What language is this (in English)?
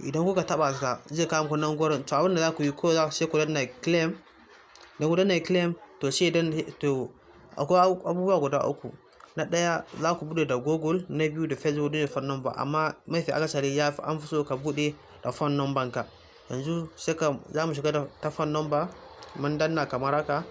Hausa